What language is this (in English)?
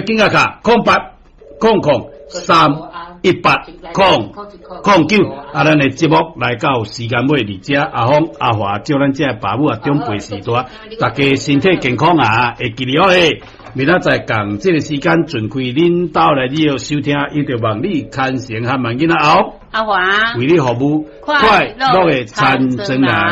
Min Nan Chinese